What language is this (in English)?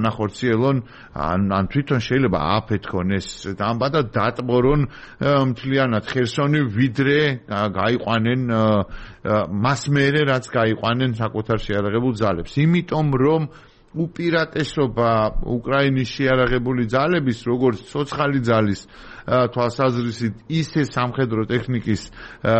Georgian